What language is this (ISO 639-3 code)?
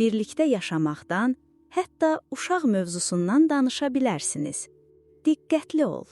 aze